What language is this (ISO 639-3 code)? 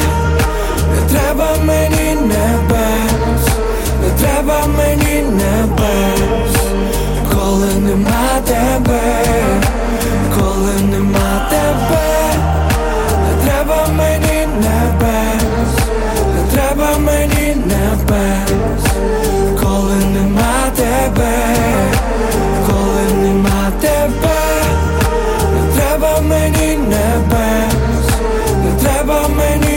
ukr